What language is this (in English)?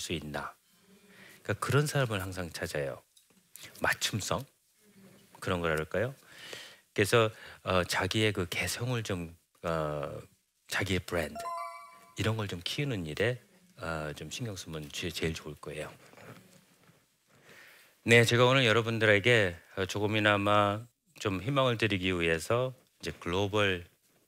Korean